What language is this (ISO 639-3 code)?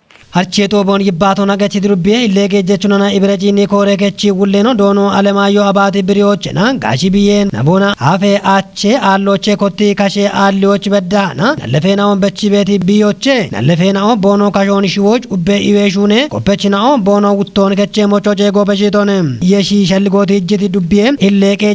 kbr